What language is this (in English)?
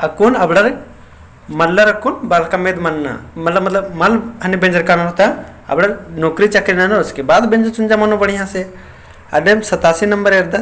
Kurukh